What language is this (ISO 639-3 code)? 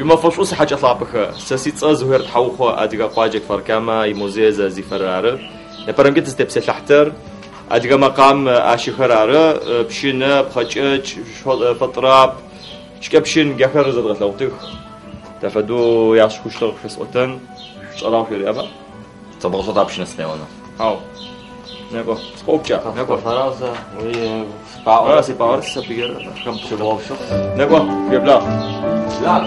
ady